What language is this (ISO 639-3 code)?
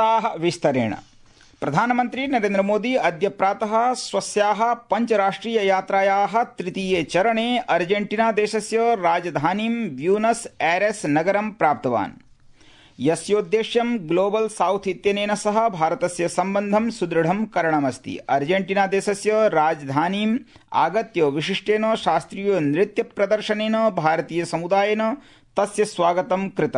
san